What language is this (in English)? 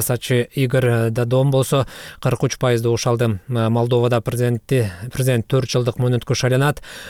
Kyrgyz